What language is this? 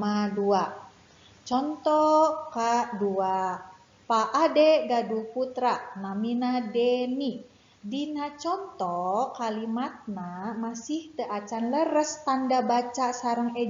Sundanese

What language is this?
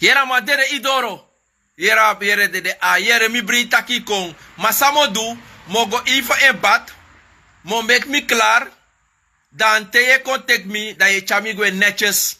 Sranan Tongo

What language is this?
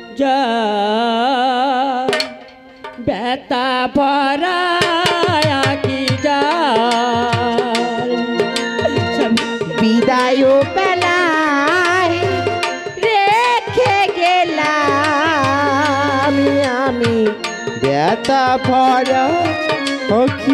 Bangla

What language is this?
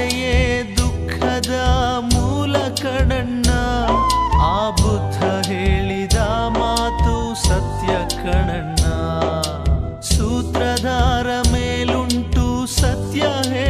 Kannada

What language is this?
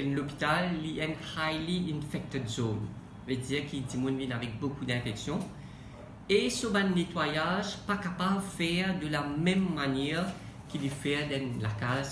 Morisyen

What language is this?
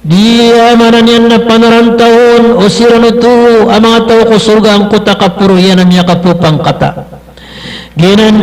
Maranao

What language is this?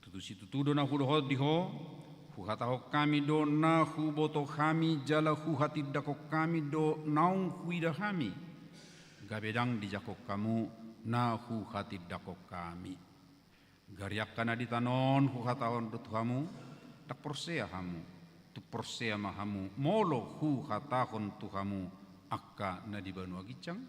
Batak Toba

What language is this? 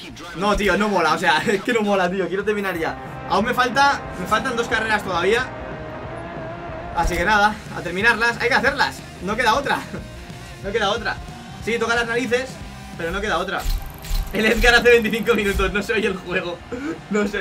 Spanish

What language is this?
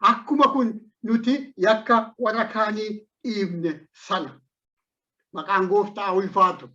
Oromo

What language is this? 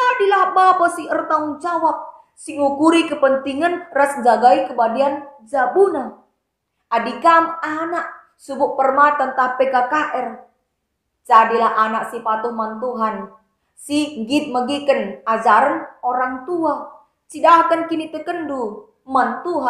Batak Karo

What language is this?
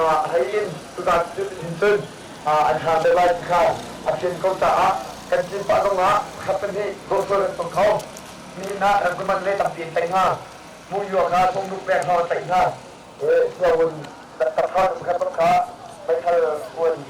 Hakha Chin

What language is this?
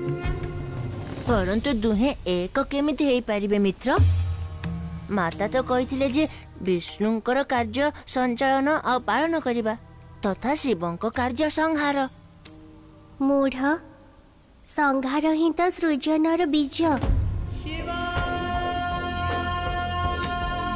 Odia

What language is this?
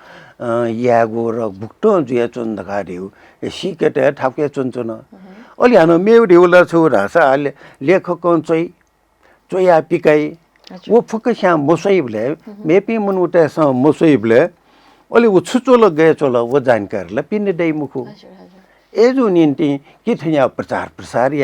Newari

